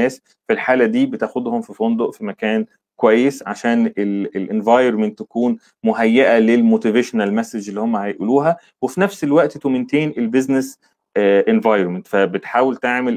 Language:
Egyptian Arabic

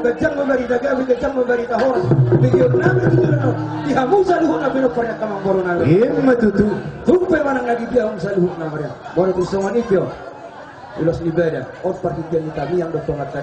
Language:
Batak Toba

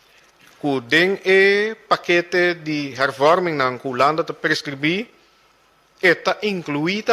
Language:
Papiamento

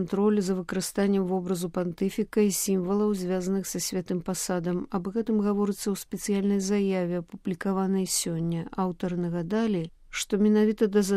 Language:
Belarusian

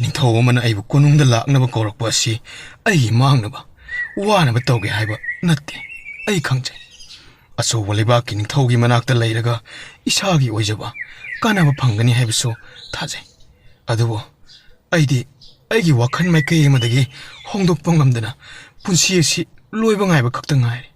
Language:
Manipuri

